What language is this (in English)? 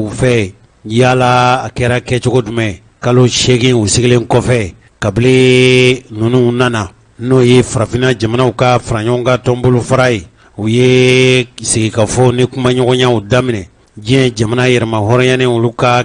Bambara